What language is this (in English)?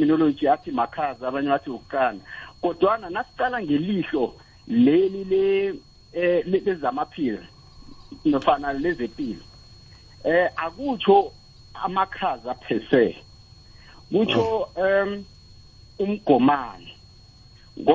South Ndebele